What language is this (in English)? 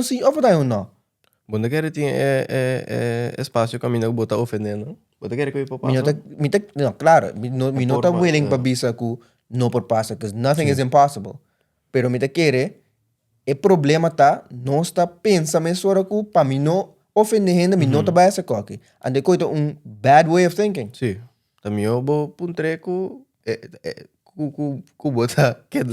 Papiamento